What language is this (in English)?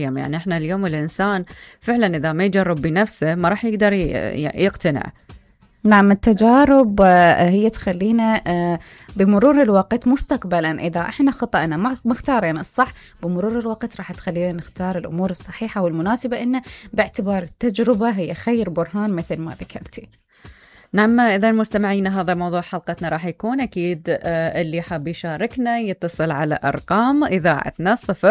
Mesopotamian Arabic